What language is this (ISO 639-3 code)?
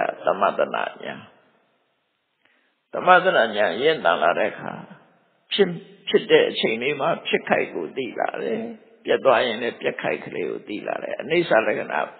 mya